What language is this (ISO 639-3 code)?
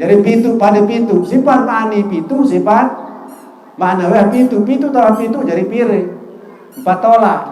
sas